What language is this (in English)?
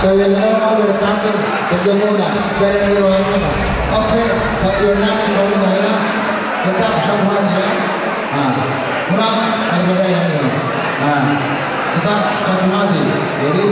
Batak Toba